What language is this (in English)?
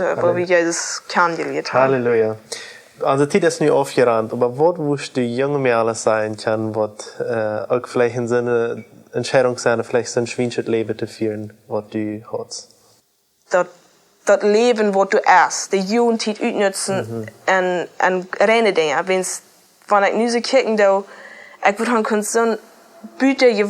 Plautdietsch